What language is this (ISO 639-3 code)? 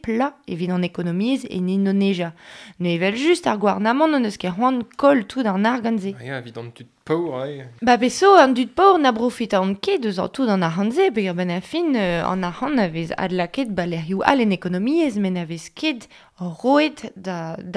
bre